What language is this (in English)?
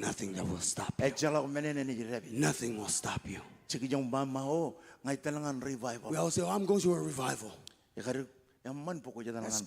Marshallese